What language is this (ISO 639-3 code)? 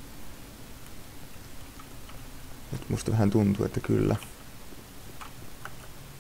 fin